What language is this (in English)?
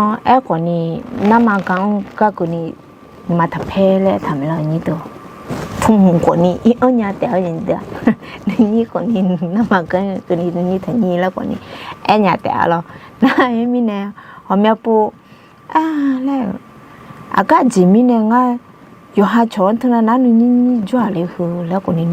Akha